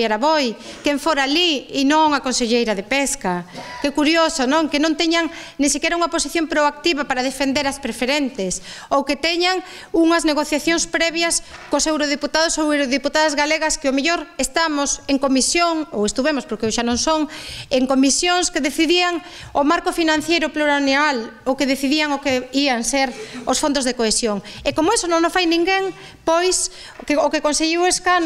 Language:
Galician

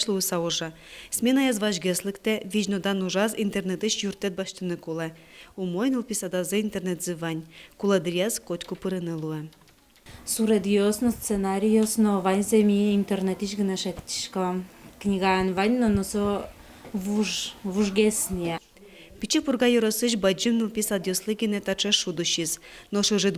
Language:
Udmurt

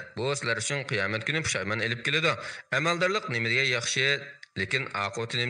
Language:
Uyghur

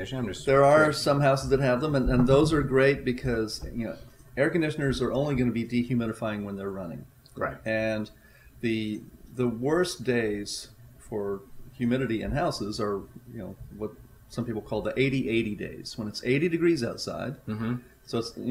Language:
English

